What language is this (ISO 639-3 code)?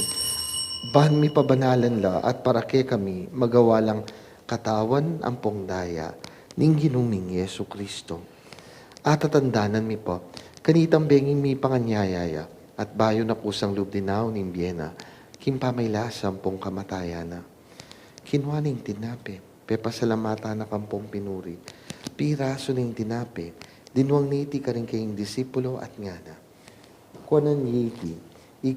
pam